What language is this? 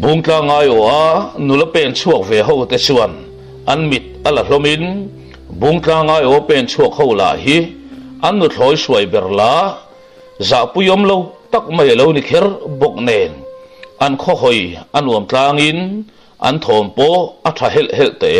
Mizo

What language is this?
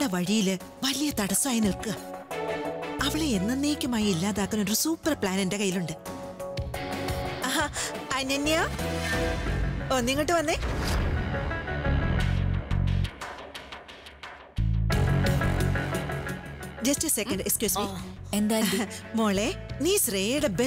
Malayalam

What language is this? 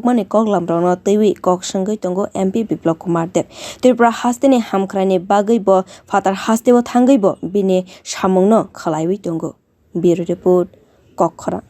Kok Borok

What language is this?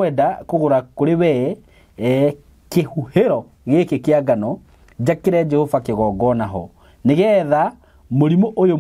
Kikuyu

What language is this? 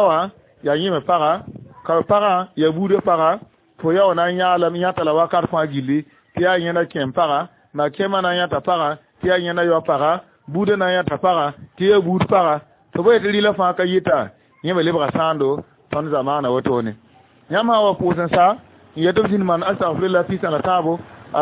Mossi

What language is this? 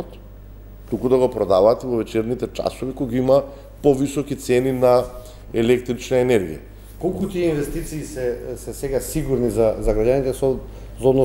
Macedonian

